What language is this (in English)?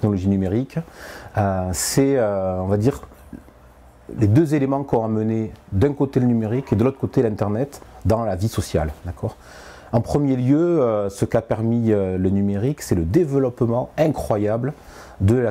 French